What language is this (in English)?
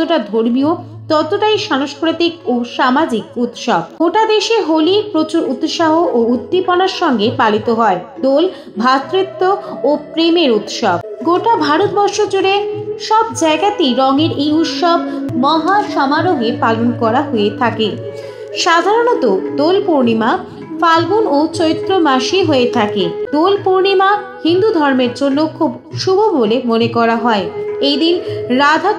Bangla